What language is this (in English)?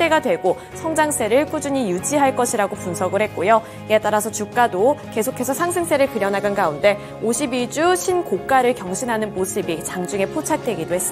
Korean